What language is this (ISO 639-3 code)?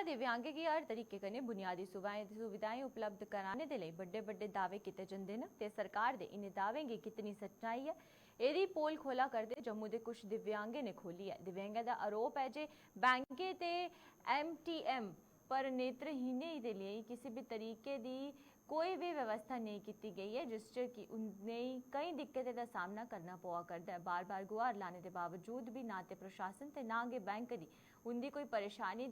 doi